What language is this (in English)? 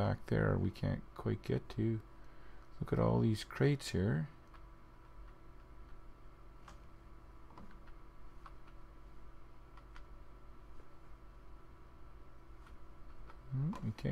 English